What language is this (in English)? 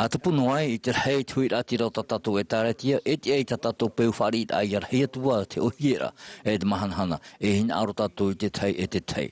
Tahitian